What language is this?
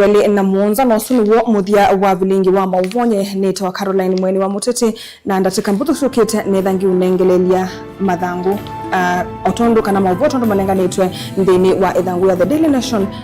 Kamba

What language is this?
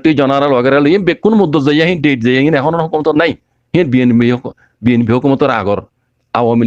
Rohingya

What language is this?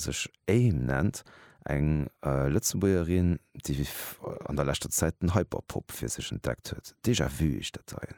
Luxembourgish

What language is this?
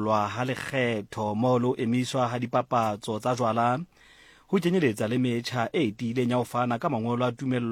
Southern Sotho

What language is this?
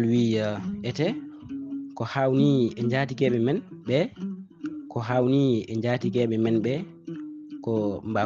Fula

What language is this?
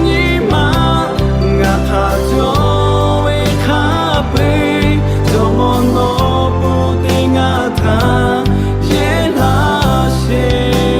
Lahu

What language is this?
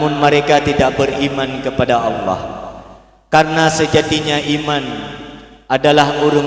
Achinese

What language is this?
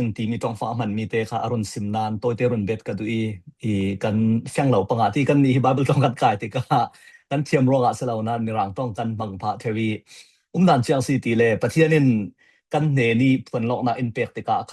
Falam Chin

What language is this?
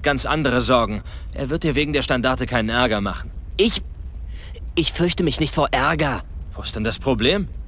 Bavarian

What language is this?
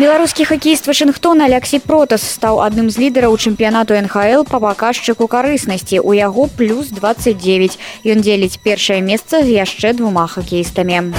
Belarusian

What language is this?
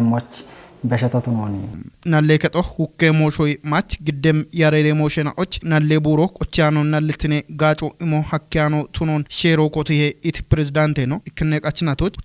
Kafa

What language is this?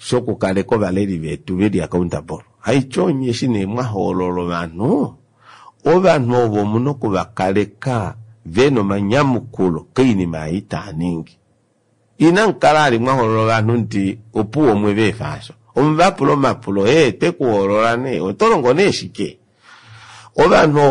Kuanyama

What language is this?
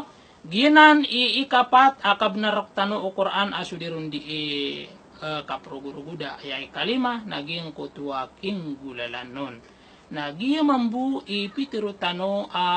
Maranao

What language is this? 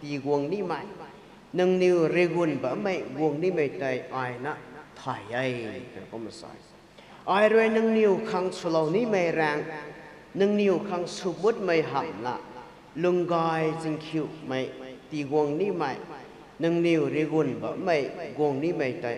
Rongmei Naga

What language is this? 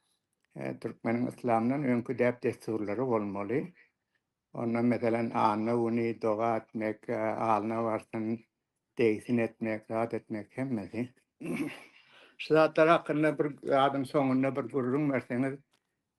Turkmen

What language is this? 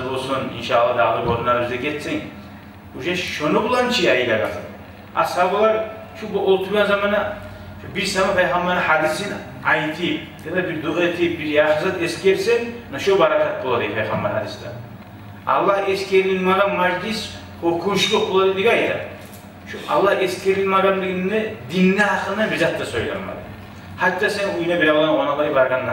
Kumyk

